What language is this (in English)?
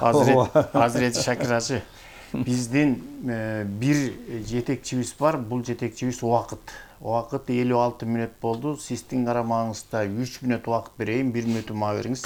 Kyrgyz